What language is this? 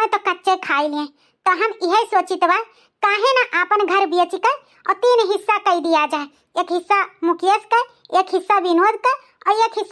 Awadhi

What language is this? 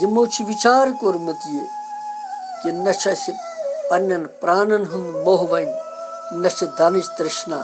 Kashmiri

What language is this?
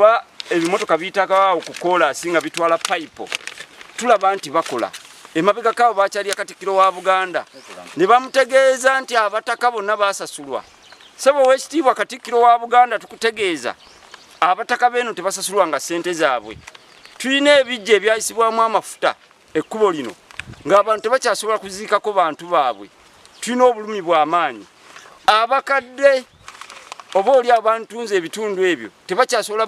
Ganda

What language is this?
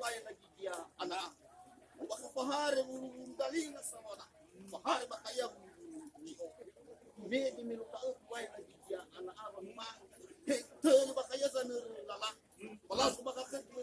Nias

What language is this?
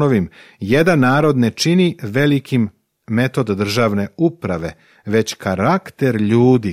Serbian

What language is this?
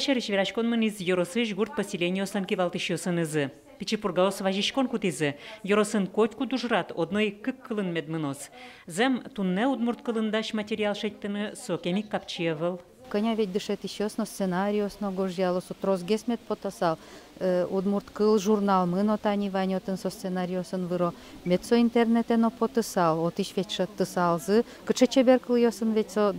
Udmurt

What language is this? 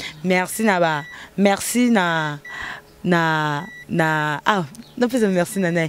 Lingala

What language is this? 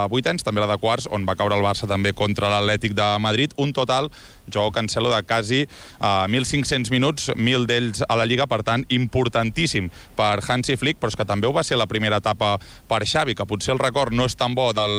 Catalan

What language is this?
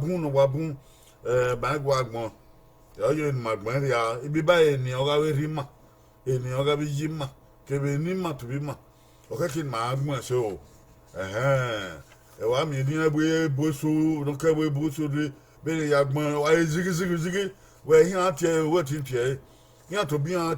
Bini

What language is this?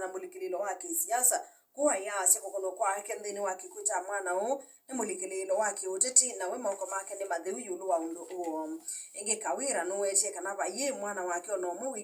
Kamba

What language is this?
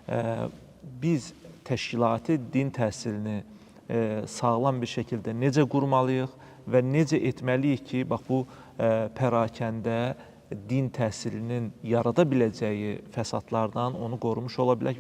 Azerbaijani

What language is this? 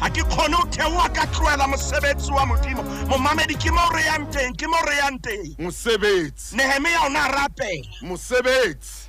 Southern Sotho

